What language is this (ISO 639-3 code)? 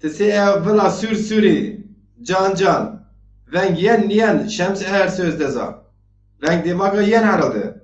zza